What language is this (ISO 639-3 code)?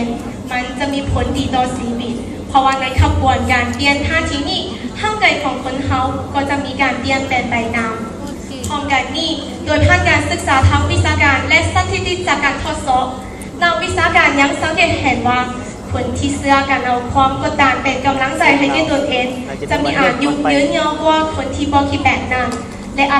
lao